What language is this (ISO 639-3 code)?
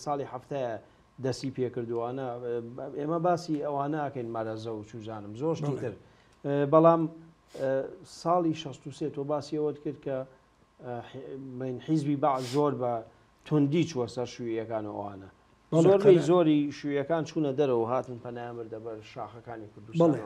ckb